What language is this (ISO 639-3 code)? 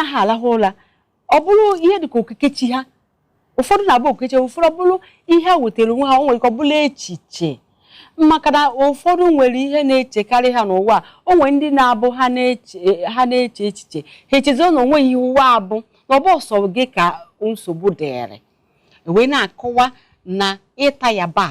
ibo